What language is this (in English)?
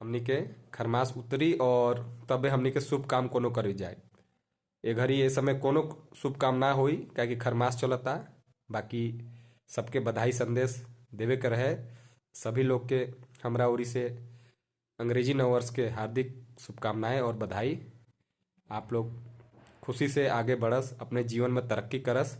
Bhojpuri